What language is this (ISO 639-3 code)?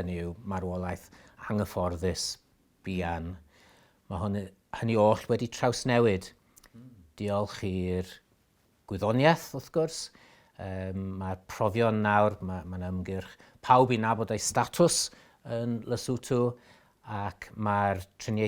cym